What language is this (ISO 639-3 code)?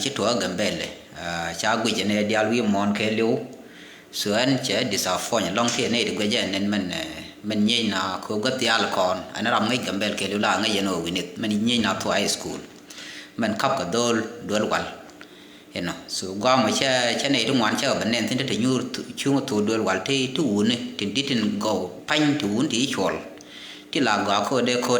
nus